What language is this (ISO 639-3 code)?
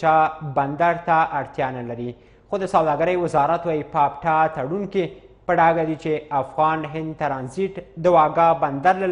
pus